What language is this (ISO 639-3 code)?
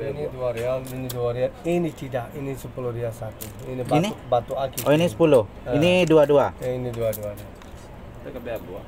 min